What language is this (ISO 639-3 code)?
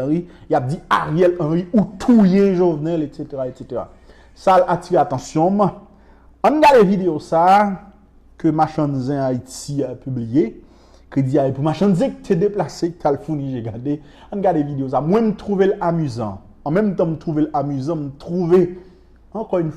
hat